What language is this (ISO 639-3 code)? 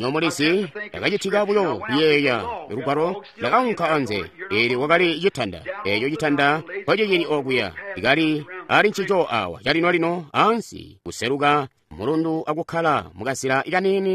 toi